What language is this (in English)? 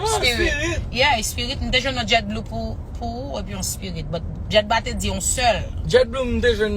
Haitian Creole